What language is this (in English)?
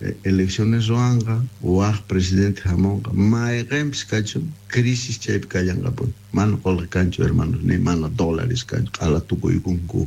South Bolivian Quechua